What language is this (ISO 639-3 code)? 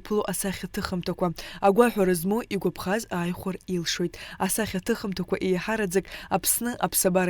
abk